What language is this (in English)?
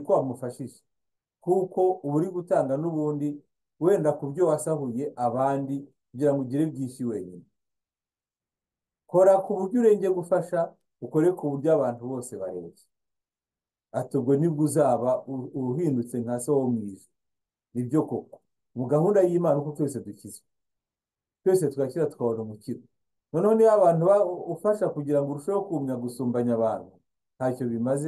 Kinyarwanda